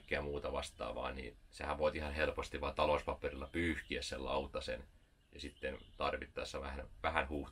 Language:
Finnish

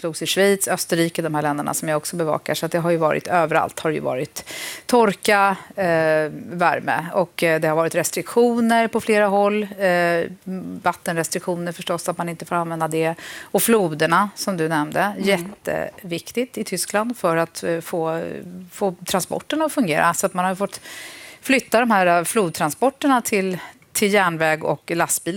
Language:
Swedish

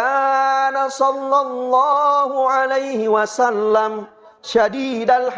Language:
Buginese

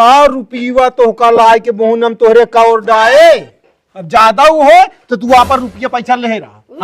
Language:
Awadhi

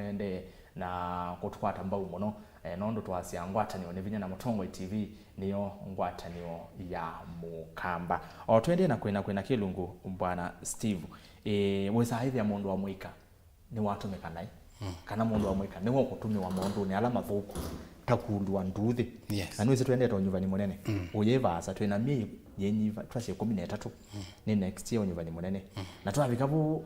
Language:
Kamba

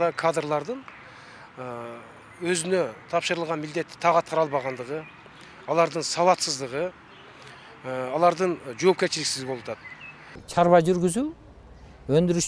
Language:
Kyrgyz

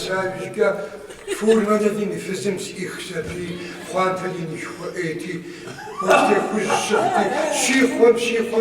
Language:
Kabardian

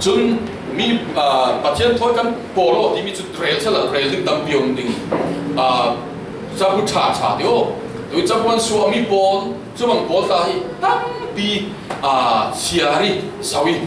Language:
Falam Chin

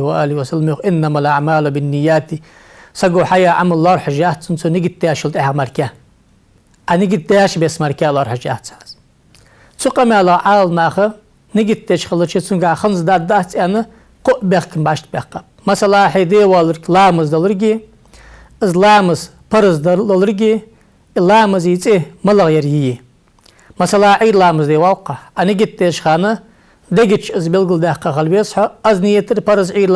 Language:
Ingush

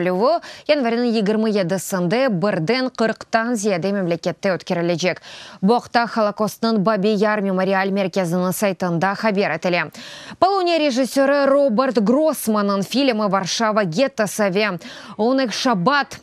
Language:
Crimean Tatar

